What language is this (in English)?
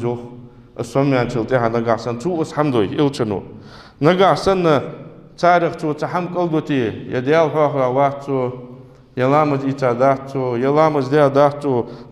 Ingush